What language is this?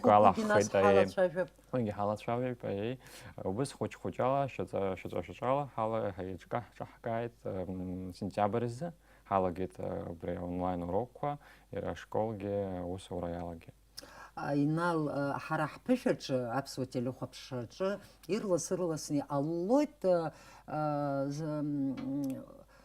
Abkhazian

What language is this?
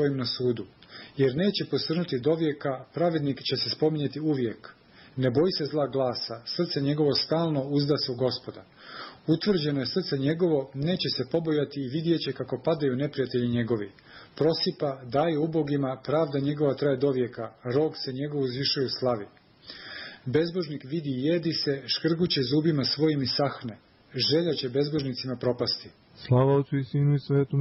Serbian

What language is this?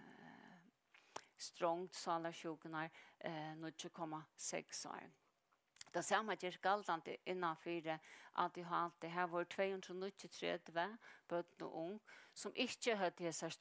Faroese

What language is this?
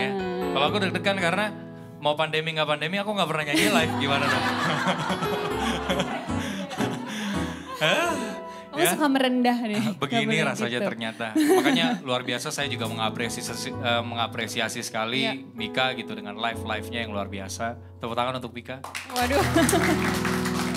Indonesian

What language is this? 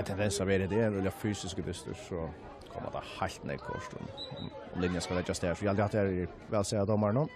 Faroese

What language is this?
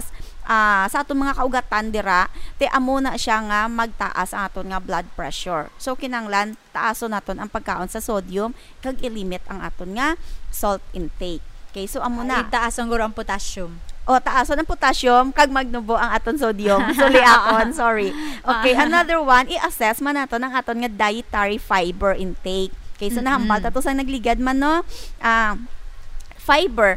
Hiligaynon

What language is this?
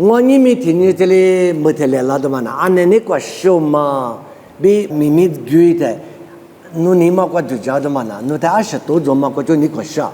Lisu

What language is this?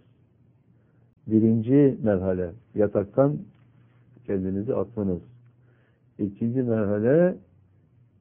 Turkish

